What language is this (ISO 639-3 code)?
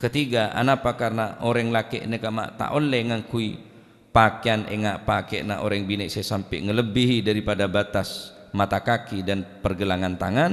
mad